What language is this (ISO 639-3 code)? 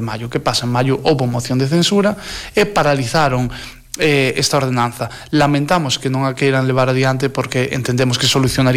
glg